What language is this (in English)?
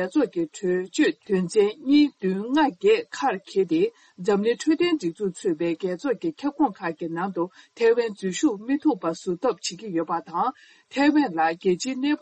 Tibetan